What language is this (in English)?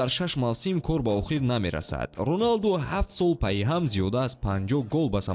Tajik